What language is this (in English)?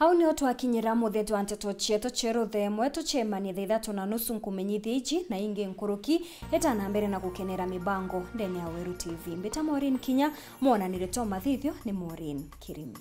Meru